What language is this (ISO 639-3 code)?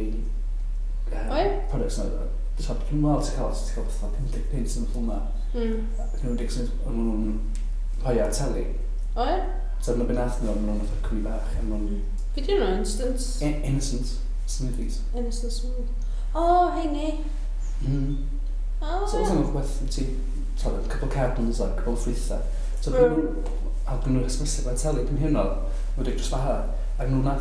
cym